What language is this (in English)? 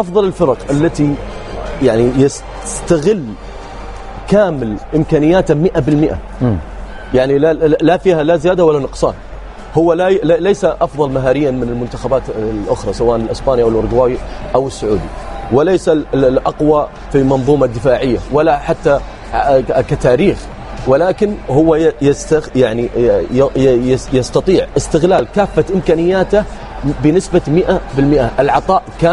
Arabic